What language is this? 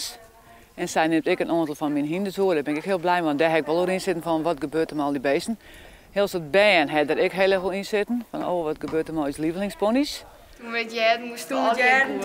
Western Frisian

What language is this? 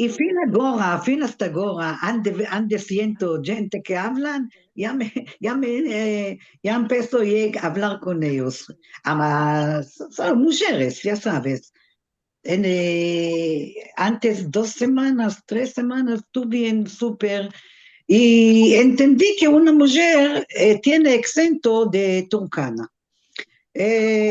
Ladino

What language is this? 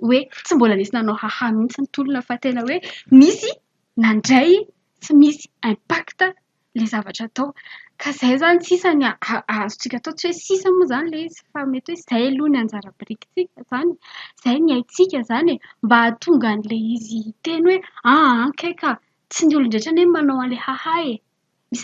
Malagasy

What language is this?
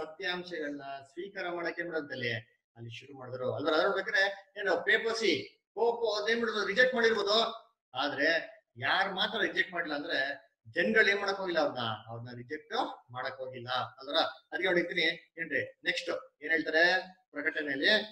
Kannada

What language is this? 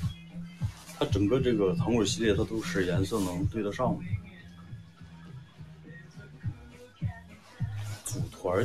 Chinese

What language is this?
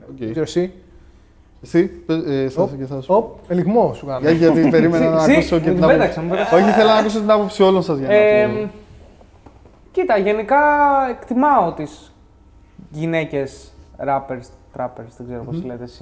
Greek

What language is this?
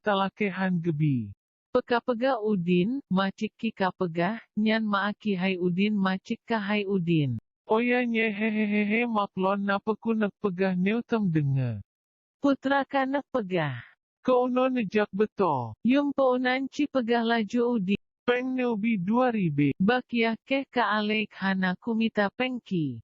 Achinese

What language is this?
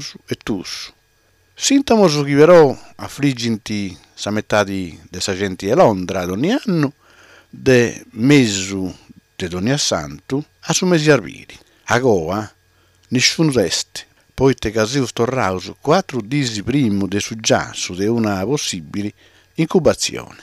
Sardinian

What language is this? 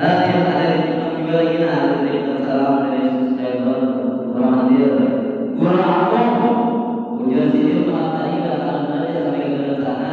Banjar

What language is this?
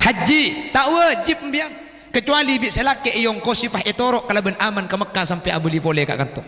Madurese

